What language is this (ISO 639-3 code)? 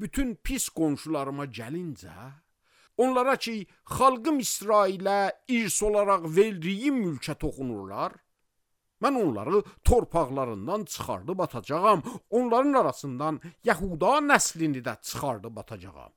aze